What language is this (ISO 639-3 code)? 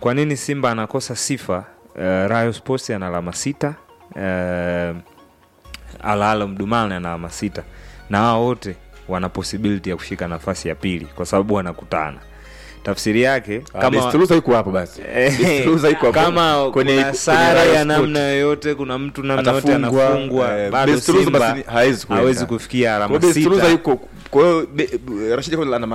swa